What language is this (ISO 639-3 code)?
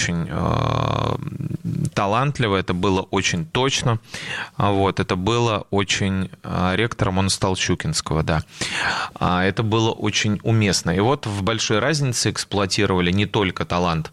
rus